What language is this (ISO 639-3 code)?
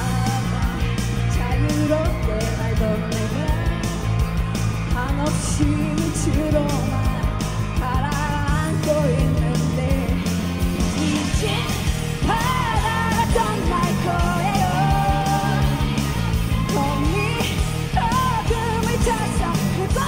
kor